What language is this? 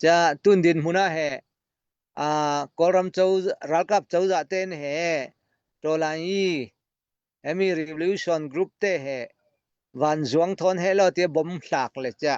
Falam Chin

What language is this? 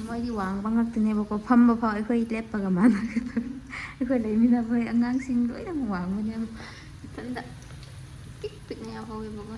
Manipuri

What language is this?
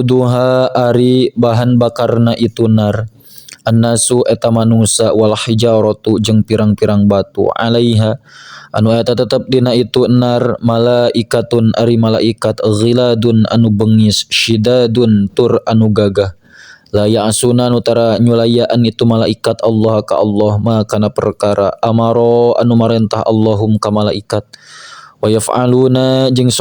Sundanese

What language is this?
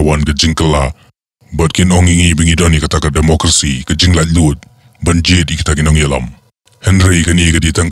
Khasi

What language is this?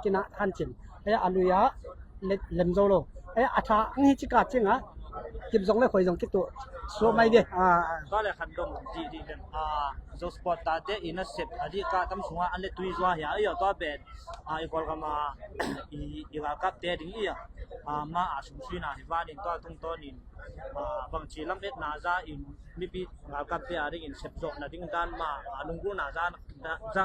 Tedim Chin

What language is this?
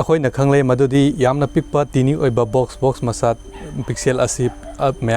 Manipuri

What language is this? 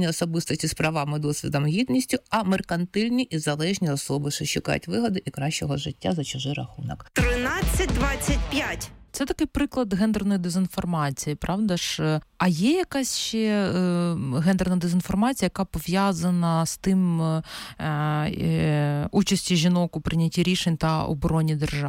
Ukrainian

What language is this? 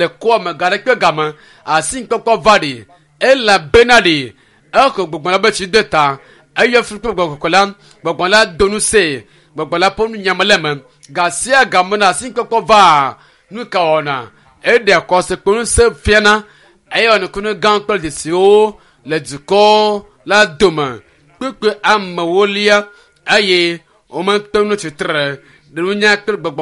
Ewe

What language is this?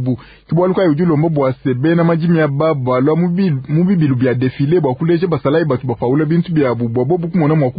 Luba-Lulua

